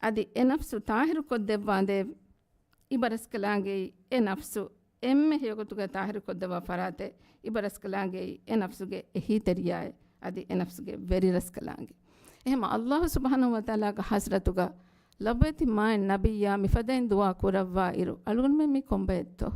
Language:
Divehi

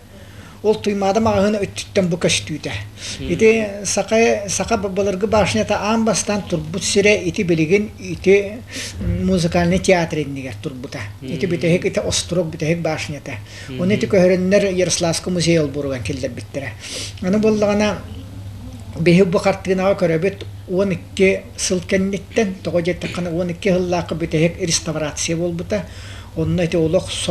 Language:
Yakut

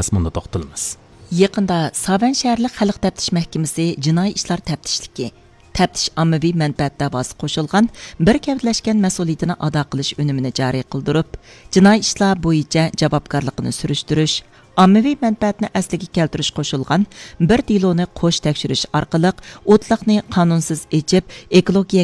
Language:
Uyghur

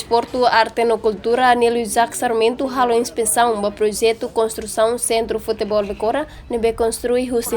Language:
Tetum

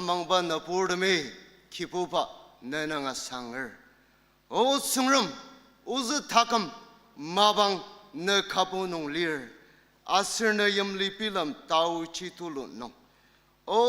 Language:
Ao Naga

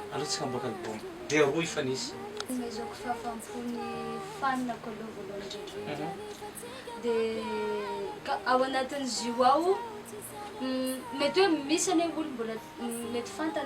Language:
Malagasy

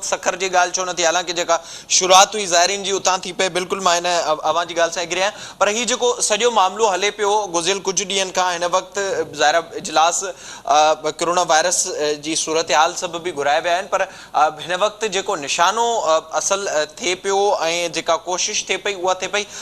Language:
Sindhi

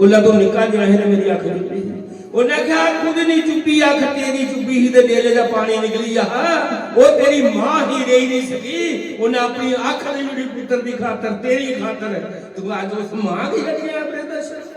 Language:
Dogri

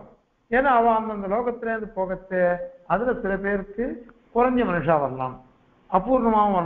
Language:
Tamil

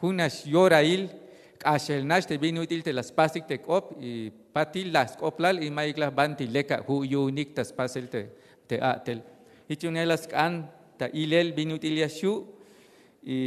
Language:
Tzeltal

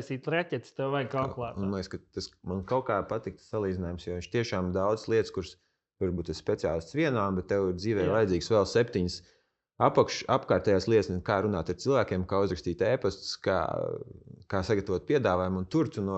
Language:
Latvian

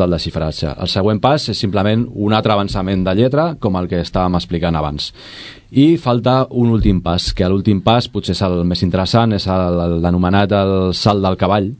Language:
Catalan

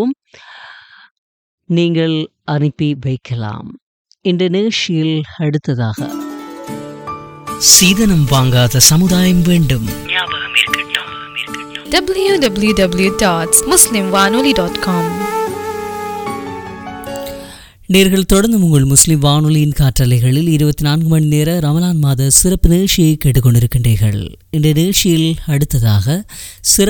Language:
Tamil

